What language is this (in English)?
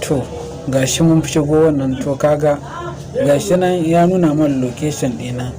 Hausa